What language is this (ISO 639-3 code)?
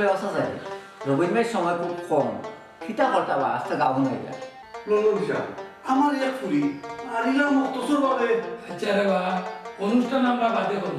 syl